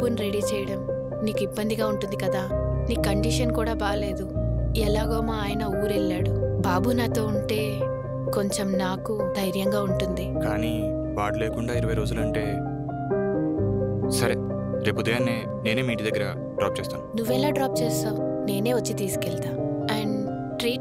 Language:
Telugu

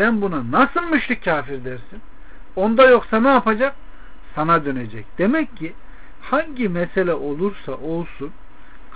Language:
Turkish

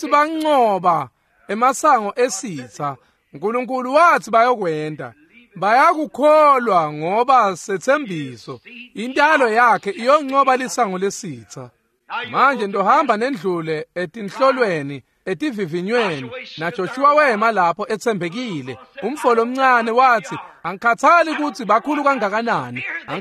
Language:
Swati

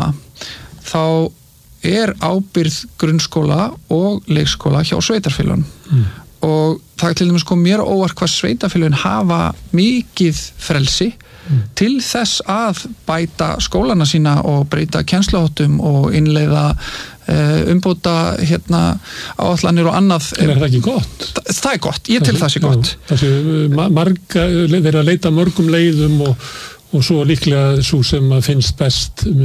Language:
Icelandic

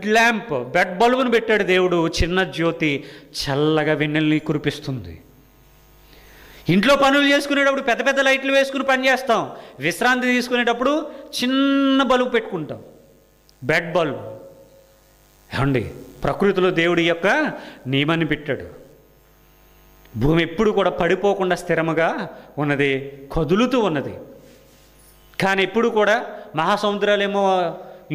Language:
Telugu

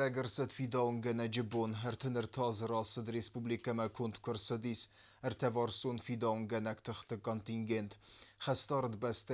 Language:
Ossetic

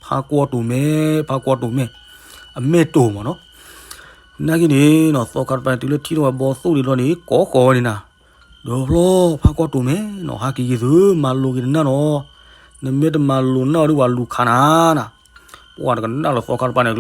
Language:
S'gaw Karen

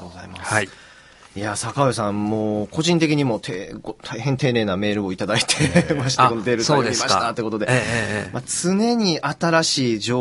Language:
Japanese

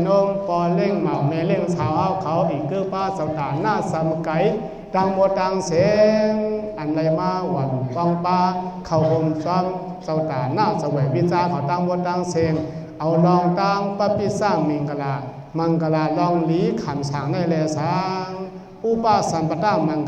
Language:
Shan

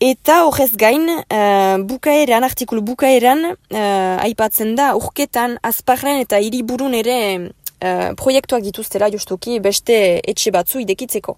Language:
Basque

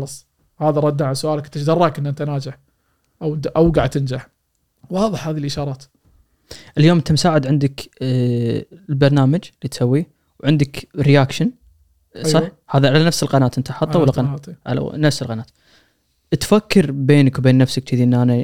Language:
Gulf Arabic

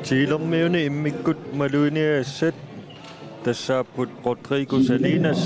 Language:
Kalaallisut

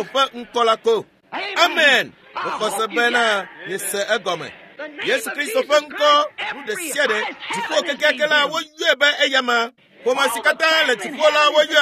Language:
Ewe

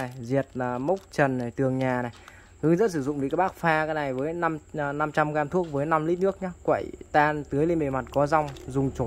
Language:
Vietnamese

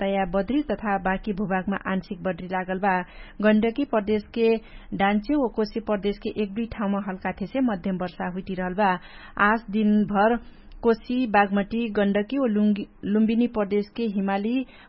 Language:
Dangaura Tharu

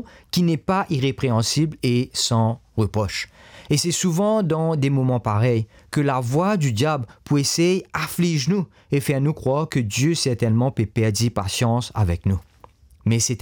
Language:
Morisyen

